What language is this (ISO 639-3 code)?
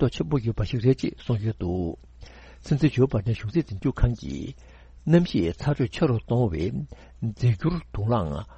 bod